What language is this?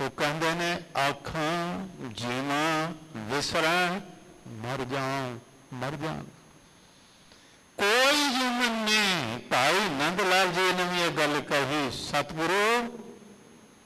Punjabi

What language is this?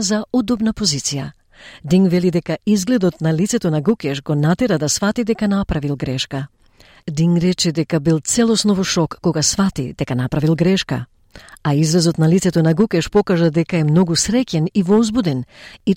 Macedonian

